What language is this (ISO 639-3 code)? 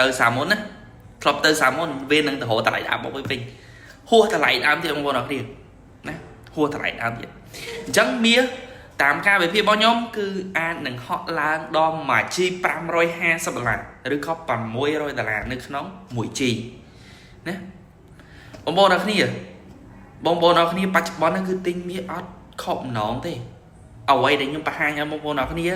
khm